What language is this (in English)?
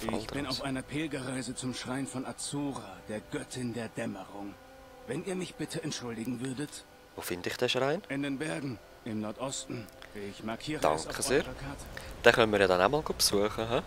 Swiss German